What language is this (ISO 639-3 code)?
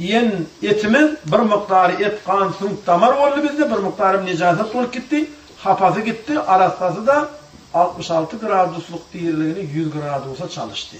tuk